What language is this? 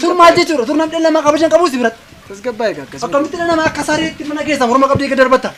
Oromo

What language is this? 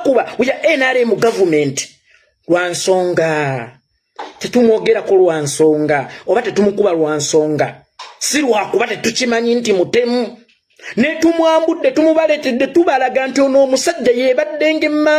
Ganda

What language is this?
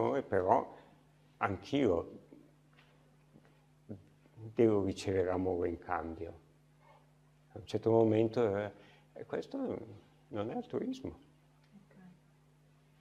Italian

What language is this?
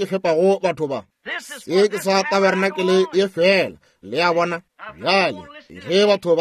Northern Sotho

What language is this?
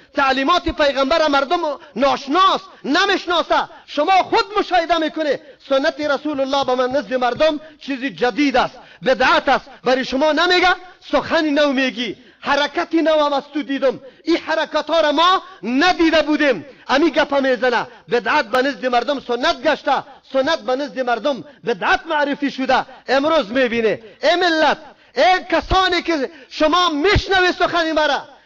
Persian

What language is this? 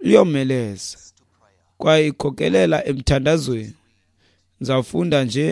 Xhosa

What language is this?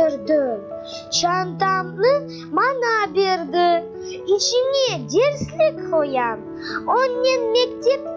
Crimean Tatar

